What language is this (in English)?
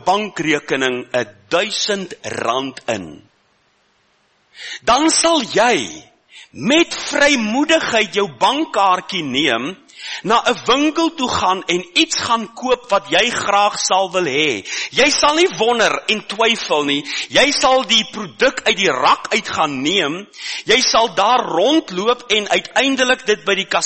Afrikaans